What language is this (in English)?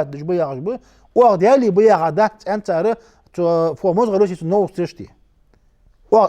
Ingush